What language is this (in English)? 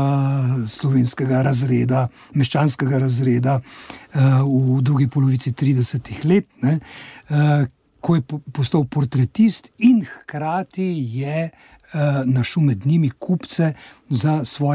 Slovenian